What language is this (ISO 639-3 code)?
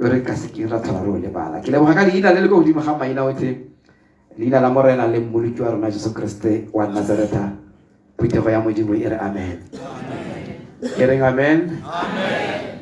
tsn